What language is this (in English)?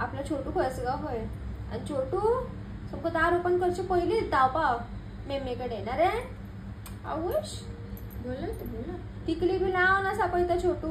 Konkani